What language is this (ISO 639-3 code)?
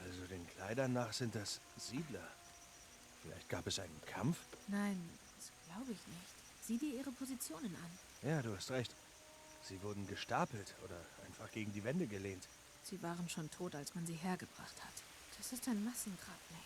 gsw